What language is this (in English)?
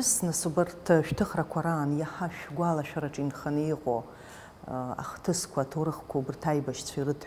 Abkhazian